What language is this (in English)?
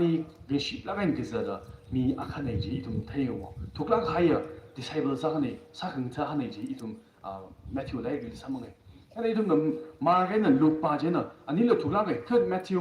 Tangkhul Naga (India)